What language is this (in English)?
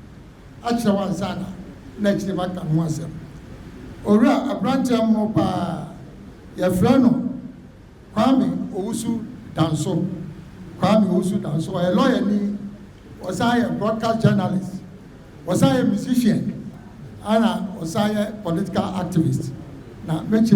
Akan